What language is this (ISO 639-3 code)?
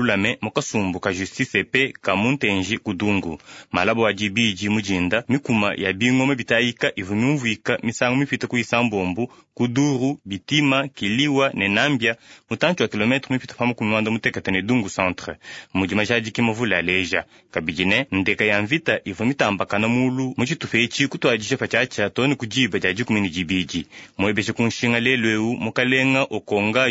lua